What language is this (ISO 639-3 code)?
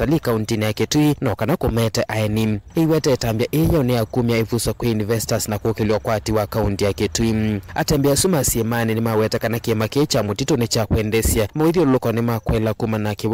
kam